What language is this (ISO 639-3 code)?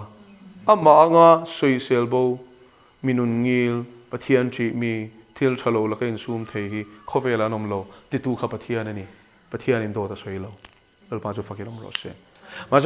lus